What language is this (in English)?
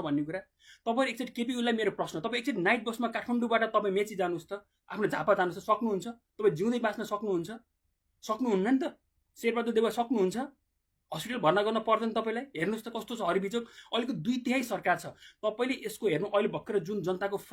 Nepali